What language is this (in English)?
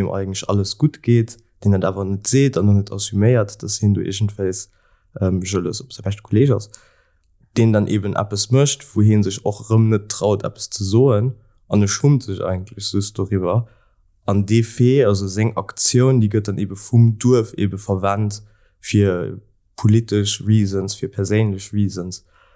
Luxembourgish